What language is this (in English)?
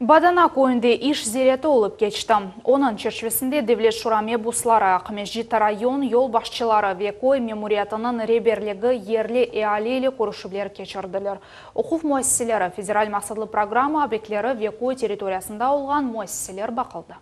Crimean Tatar